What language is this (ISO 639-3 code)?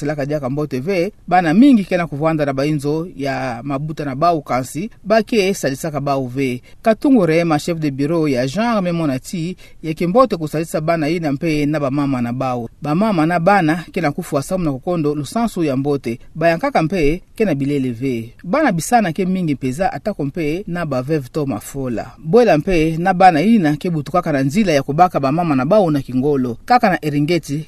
ktu